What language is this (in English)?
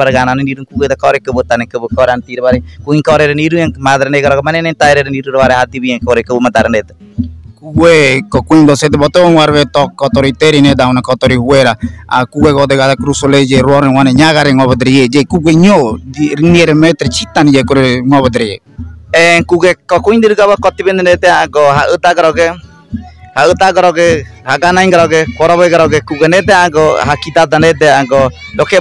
Ngäbere